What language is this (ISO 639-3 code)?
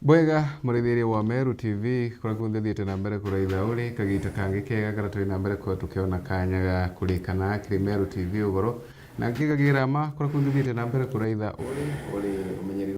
mer